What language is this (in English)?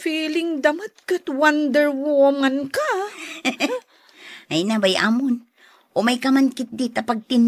Iloko